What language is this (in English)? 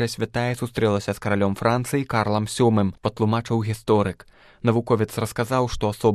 Belarusian